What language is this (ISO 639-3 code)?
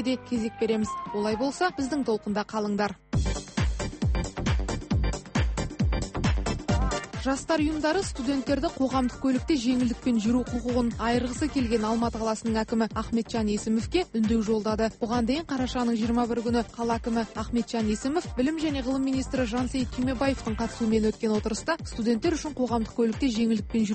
kaz